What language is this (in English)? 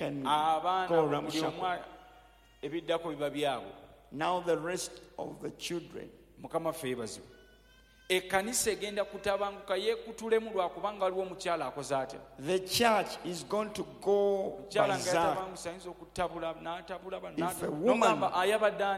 Ganda